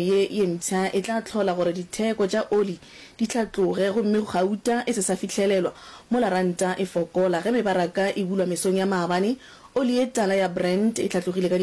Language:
Northern Sotho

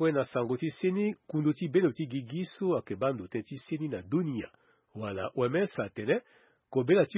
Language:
Sango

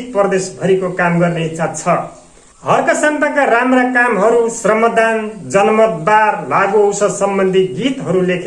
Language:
Nepali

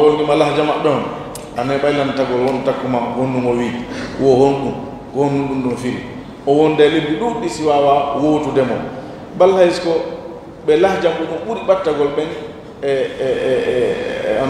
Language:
Fula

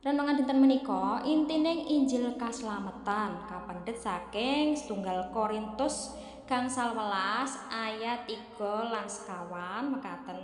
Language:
Javanese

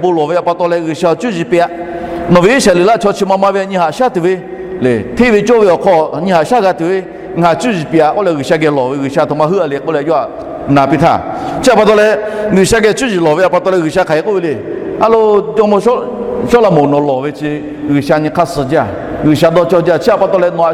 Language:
Lahu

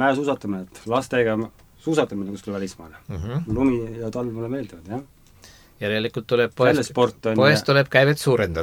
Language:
Estonian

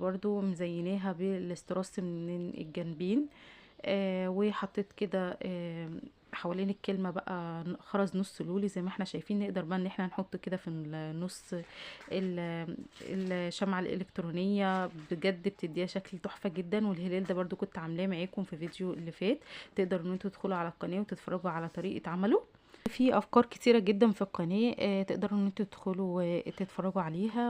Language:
Egyptian Arabic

